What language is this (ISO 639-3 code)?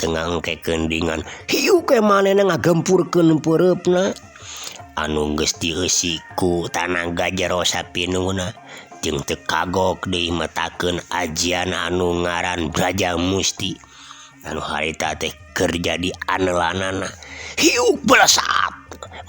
sun